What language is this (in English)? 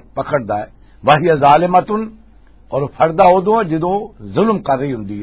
Western Panjabi